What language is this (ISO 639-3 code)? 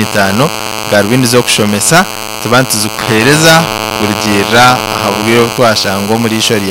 nyn